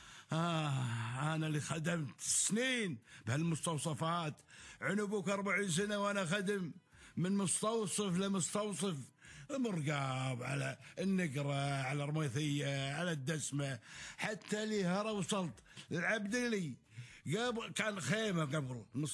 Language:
Gulf Arabic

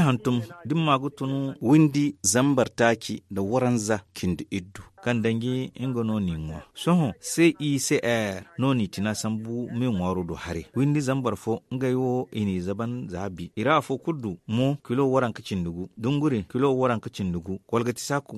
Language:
Zarma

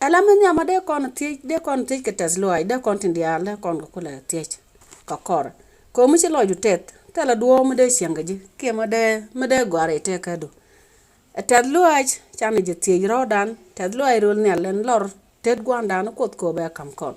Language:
Nuer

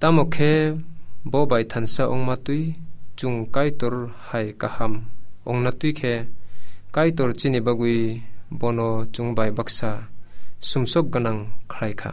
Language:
Kok Borok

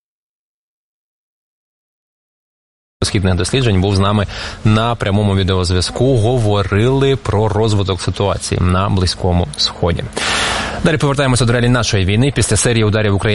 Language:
Ukrainian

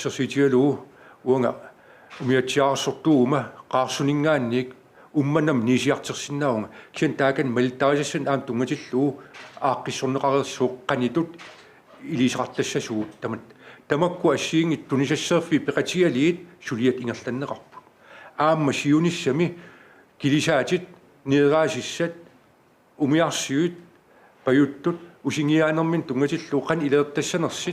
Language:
Kalaallisut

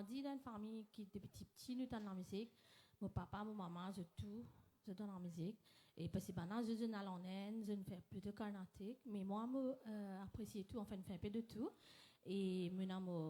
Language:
Morisyen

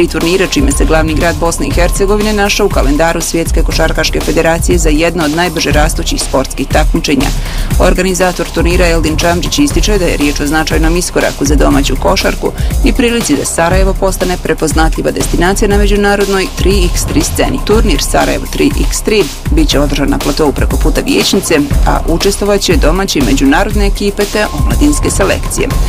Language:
Bosnian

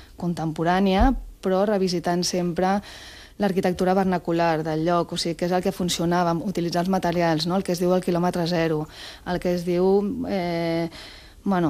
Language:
Catalan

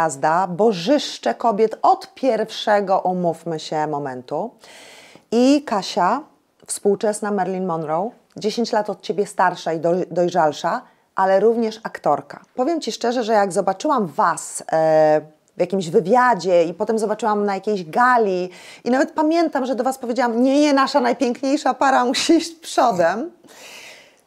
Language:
Polish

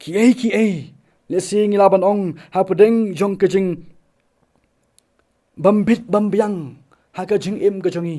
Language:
Khasi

